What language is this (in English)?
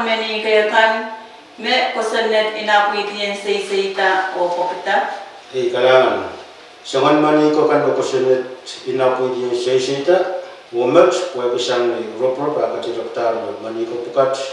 Pohnpeian